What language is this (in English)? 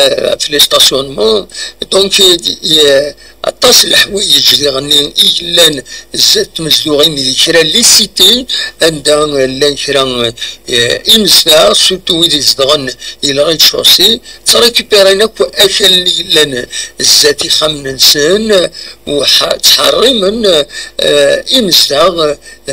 Kabyle